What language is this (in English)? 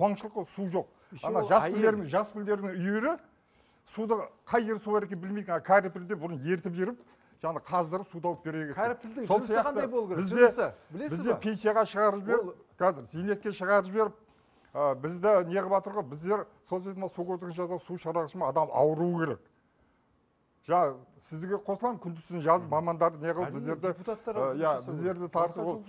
Kazakh